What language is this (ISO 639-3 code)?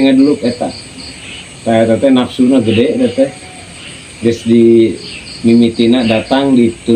sun